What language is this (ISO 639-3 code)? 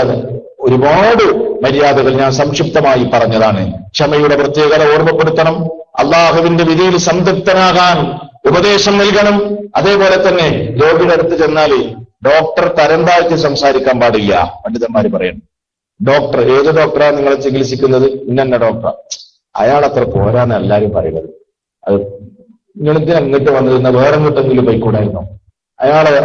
mal